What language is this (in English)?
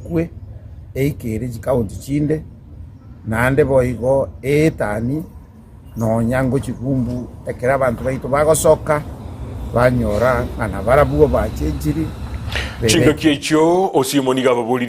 Gusii